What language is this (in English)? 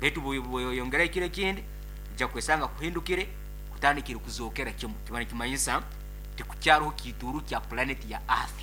Nyoro